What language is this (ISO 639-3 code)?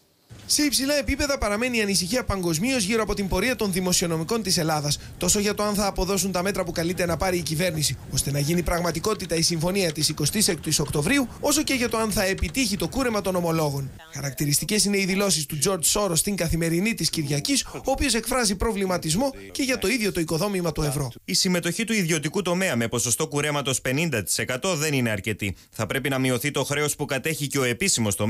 ell